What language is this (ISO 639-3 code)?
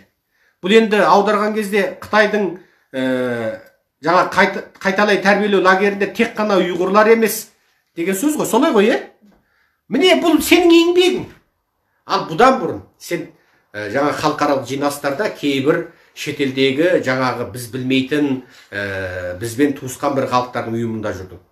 kaz